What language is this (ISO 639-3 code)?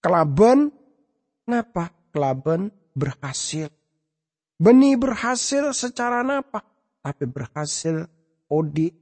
mad